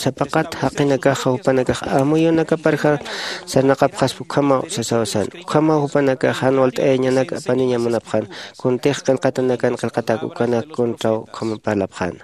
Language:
Aymara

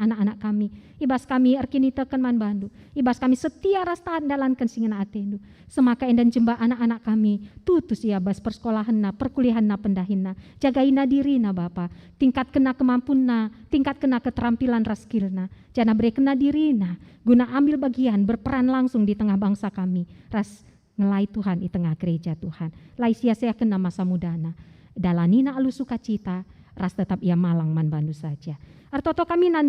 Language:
Batak Karo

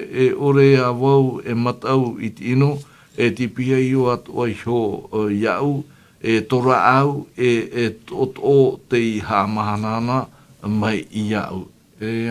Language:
Tahitian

